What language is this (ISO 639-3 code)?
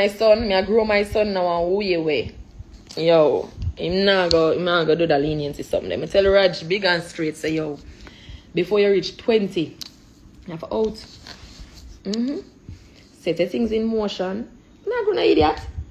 jam